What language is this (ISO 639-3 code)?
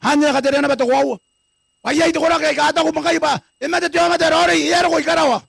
gil